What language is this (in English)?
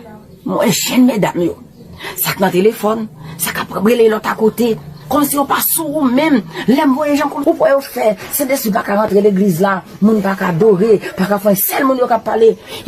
Haitian Creole